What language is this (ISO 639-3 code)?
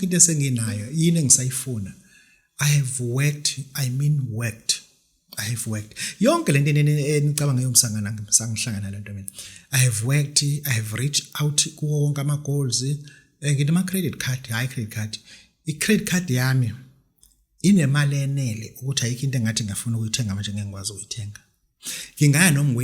zul